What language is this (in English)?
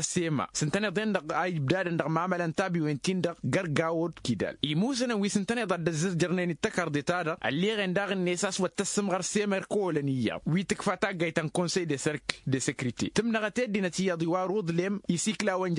Tamasheq